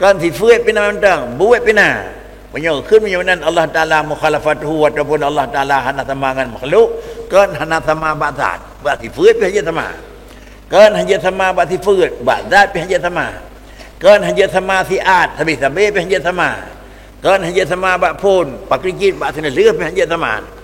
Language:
Achinese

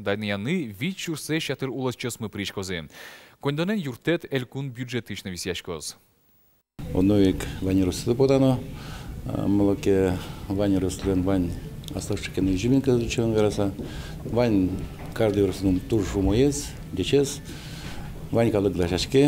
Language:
Udmurt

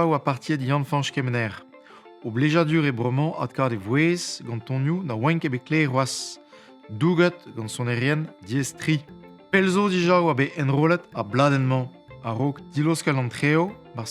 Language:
Breton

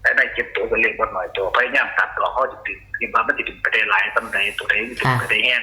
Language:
Northeastern Thai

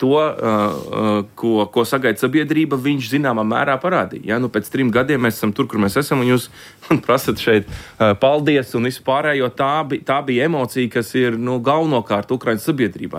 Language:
Latvian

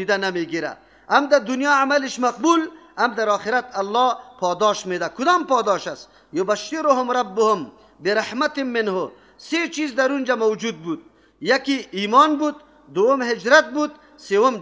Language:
Persian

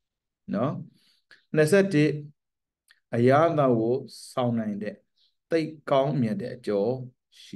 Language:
Burmese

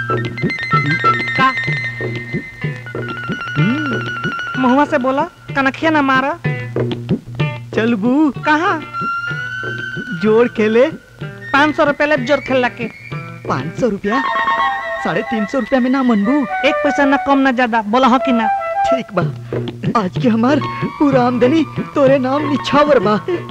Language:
Bhojpuri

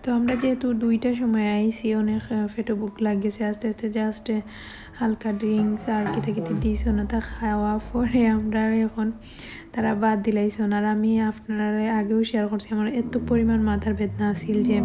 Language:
Sylheti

